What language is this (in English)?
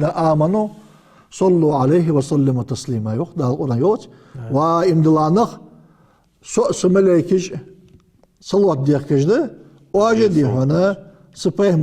Ingush